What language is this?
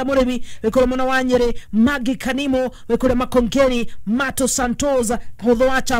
Kikuyu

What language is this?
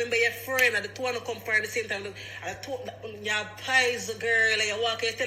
Jamaican Creole English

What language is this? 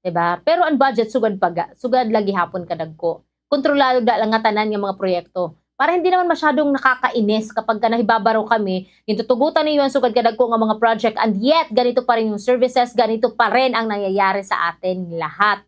Waray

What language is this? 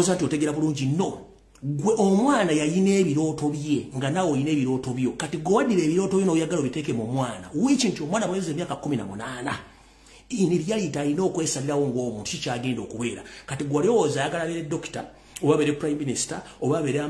Ganda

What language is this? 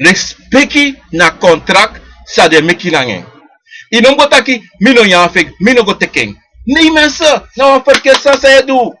Sranan Tongo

